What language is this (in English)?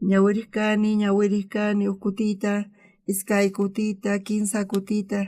South Bolivian Quechua